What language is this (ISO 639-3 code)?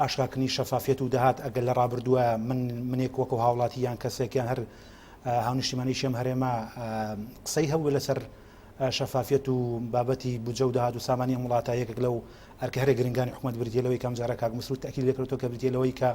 ckb